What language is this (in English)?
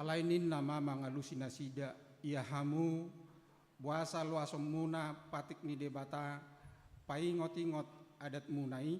Batak Toba